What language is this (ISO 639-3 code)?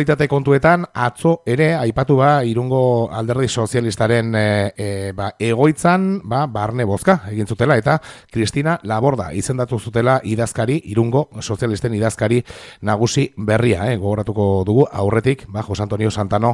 eus